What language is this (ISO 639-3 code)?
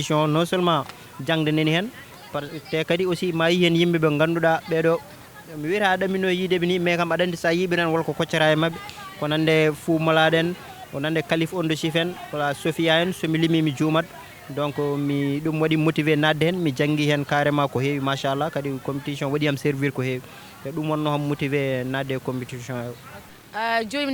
ful